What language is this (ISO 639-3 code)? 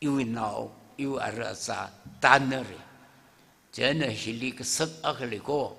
nmf